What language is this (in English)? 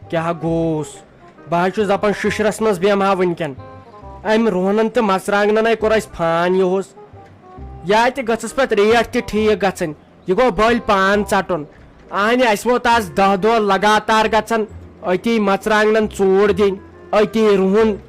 Kashmiri